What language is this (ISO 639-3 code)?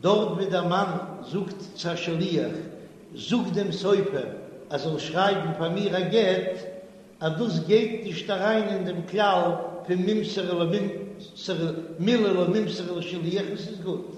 yid